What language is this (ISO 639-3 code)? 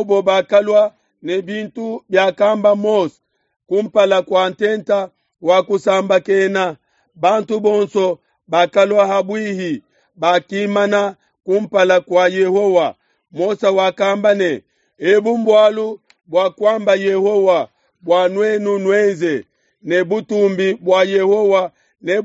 lua